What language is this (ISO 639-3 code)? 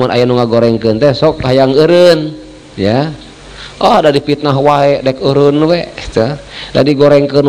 sun